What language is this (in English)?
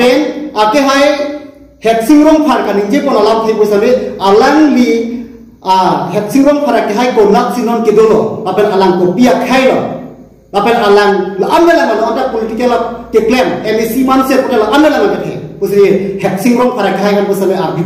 Karbi